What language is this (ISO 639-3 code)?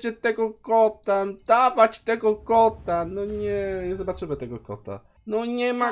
pol